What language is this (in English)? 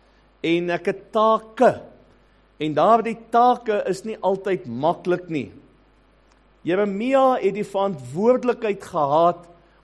Afrikaans